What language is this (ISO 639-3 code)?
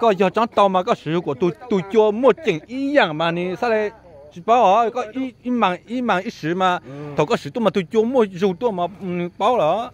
hmn